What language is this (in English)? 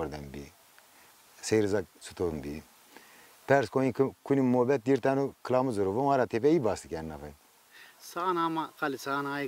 Zaza